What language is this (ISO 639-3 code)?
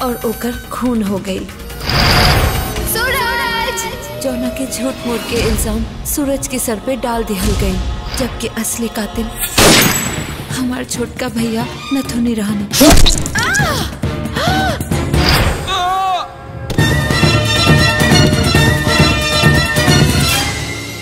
bho